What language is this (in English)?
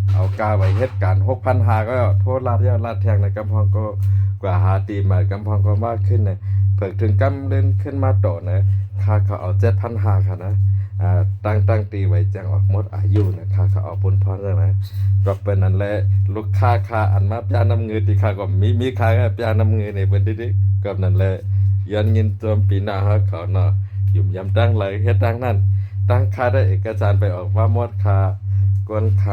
Shan